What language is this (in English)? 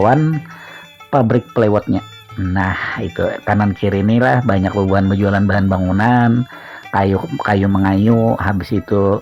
Banjar